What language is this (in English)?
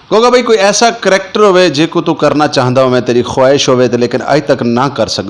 Western Panjabi